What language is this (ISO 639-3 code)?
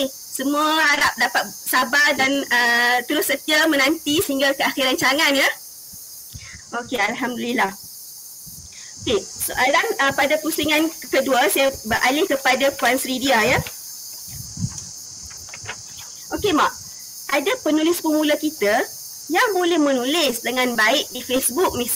msa